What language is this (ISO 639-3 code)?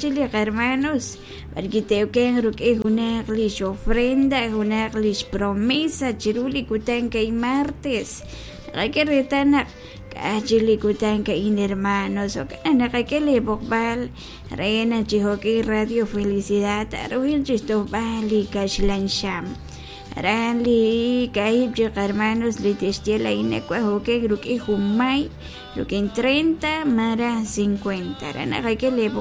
kek